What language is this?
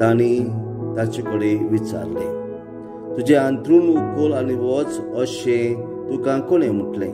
Konkani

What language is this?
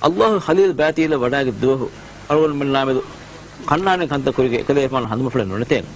Divehi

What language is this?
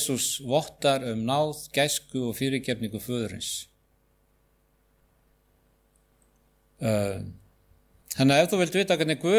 Icelandic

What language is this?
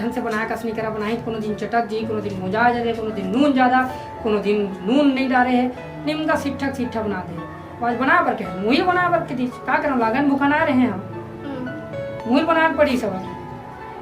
Chhattisgarhi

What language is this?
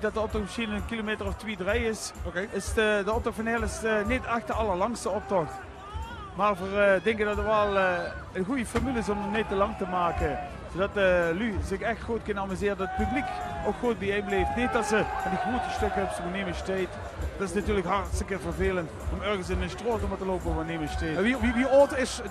Limburgish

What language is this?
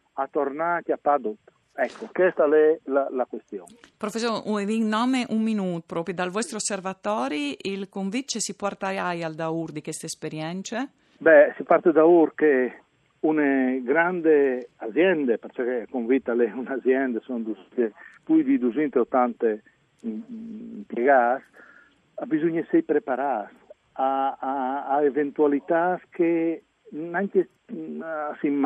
Friulian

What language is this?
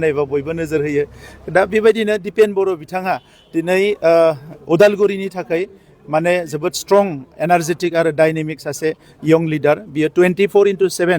Bodo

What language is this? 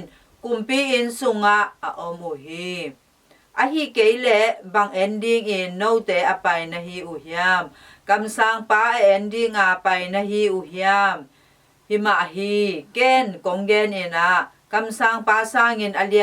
Tedim Chin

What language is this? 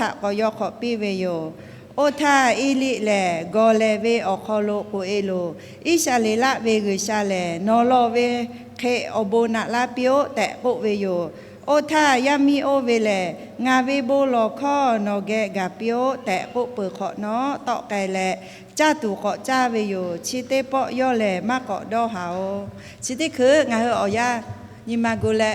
Lahu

